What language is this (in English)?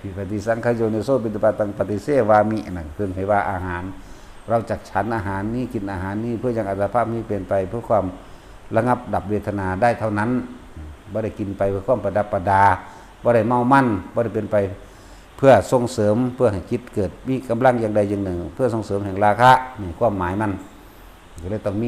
Northeastern Thai